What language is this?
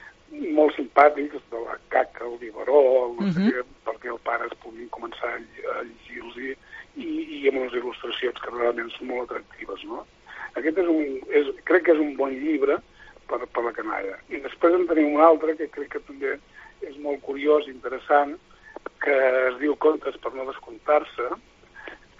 Catalan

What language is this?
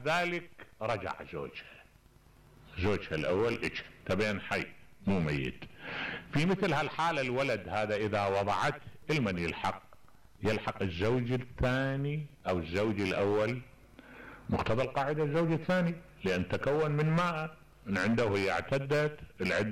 Mesopotamian Arabic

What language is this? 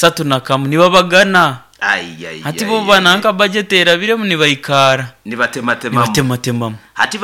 Nyoro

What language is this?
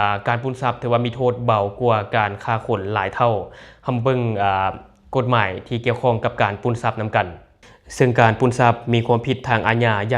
Lao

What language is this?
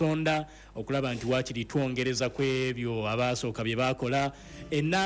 Ganda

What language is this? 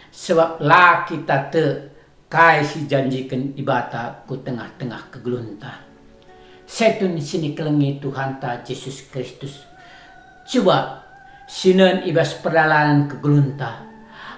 Batak Karo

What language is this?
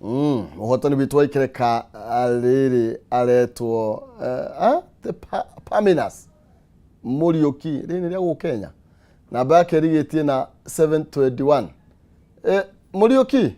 Kikuyu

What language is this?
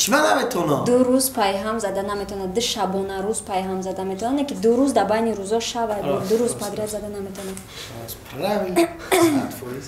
Tajik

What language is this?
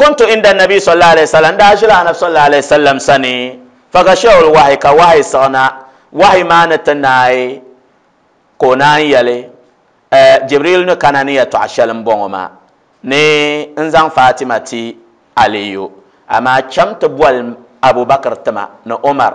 Dagbani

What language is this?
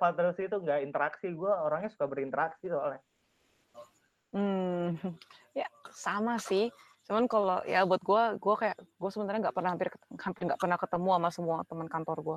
Indonesian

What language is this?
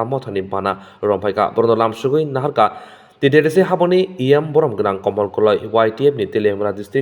Kok Borok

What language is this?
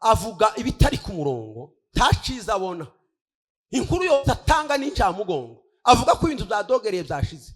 Kinyarwanda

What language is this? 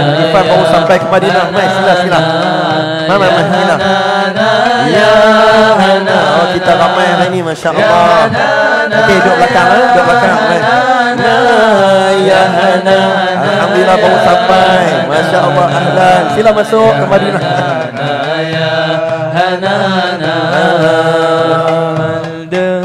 Malay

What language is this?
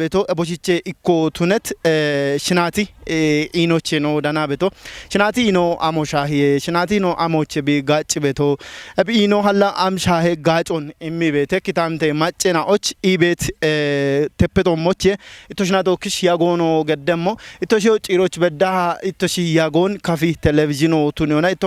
Kafa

